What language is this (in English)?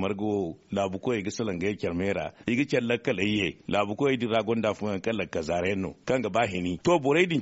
Zarma